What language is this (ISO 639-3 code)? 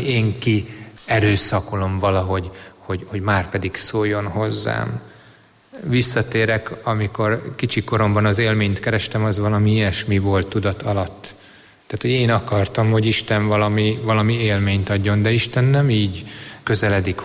hun